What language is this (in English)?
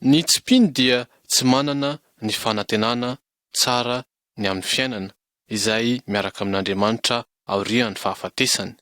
Malagasy